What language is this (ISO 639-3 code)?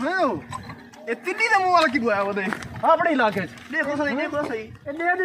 skr